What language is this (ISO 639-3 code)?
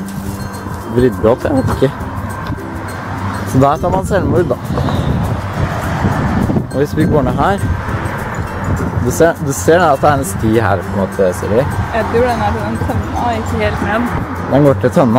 nor